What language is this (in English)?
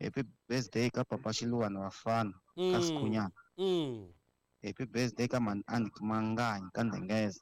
Tsonga